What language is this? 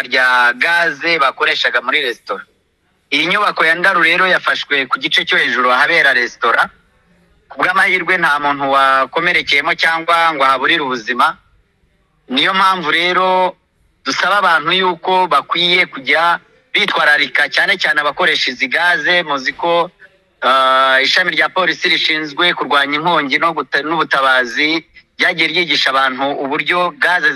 Kinyarwanda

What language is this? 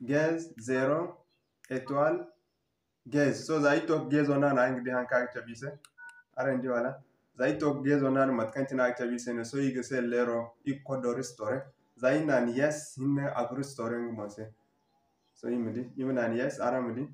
Zarma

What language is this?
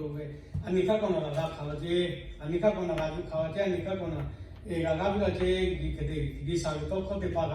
Lahu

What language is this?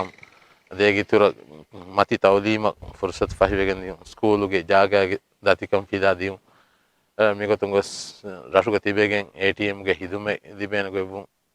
Divehi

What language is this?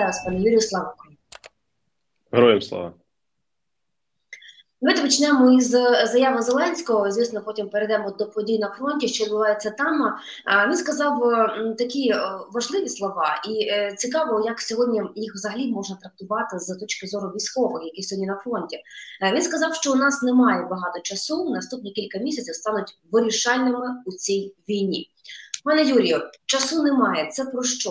Ukrainian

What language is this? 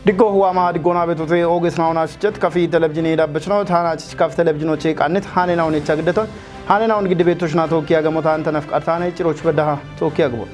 Kafa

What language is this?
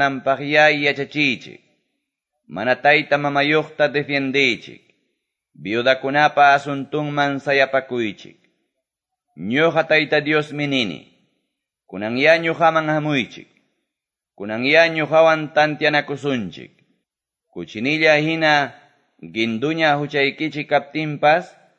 Quechua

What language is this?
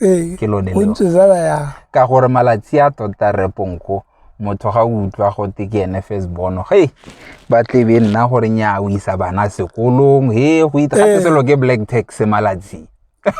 Tswana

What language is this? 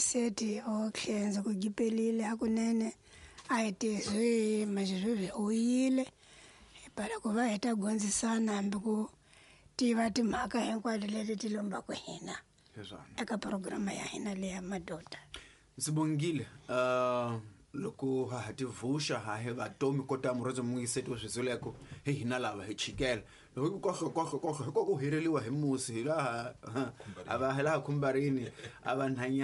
Tsonga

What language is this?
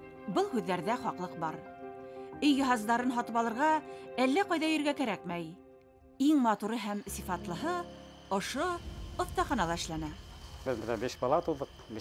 Bashkir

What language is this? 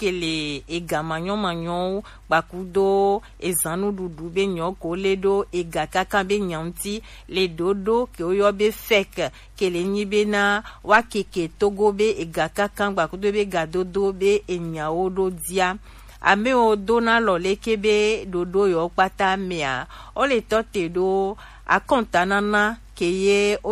Gen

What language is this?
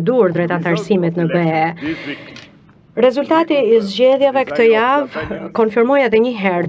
Albanian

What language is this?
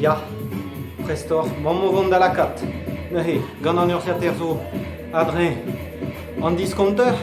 Breton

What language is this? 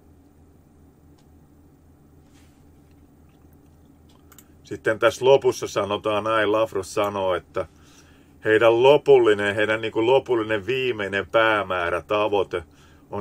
Finnish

